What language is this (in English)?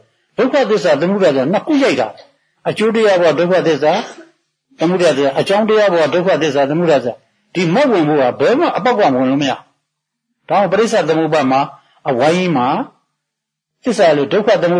Burmese